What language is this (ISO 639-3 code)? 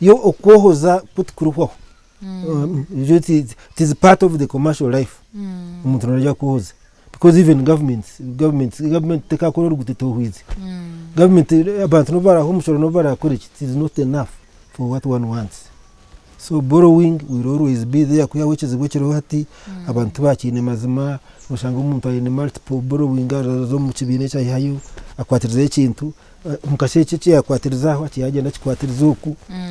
nyn